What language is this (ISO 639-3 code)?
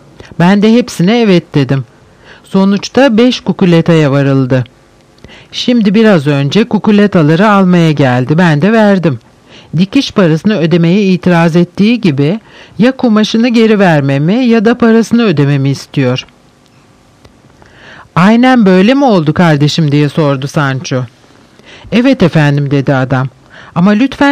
tur